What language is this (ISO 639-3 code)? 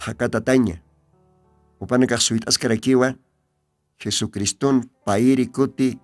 aym